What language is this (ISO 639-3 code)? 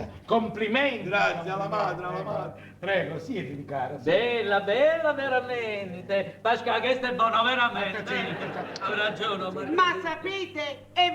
nap